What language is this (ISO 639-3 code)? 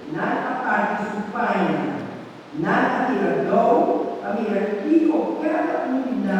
pap